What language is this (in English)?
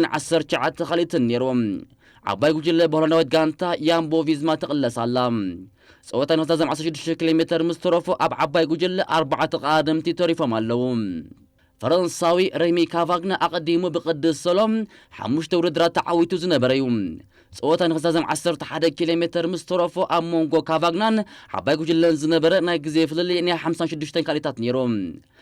Tigrinya